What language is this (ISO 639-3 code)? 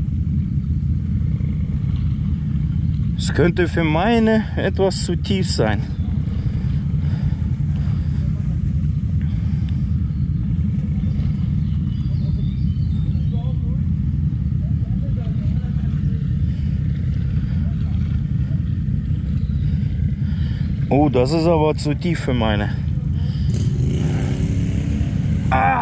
deu